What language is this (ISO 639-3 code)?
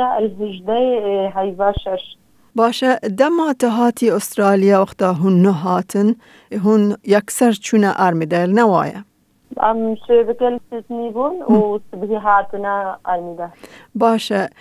kur